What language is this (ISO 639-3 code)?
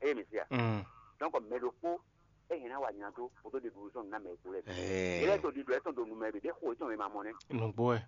fon